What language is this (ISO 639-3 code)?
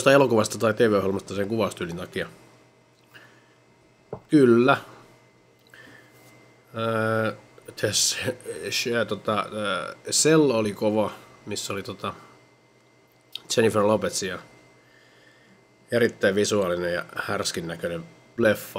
fin